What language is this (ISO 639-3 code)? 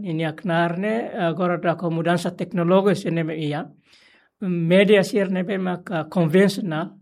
tet